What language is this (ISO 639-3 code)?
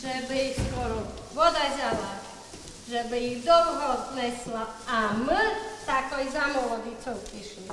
rue